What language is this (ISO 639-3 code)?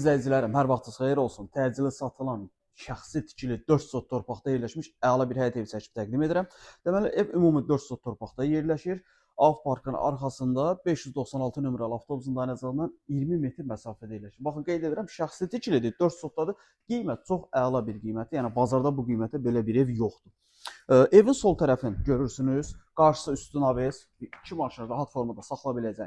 aze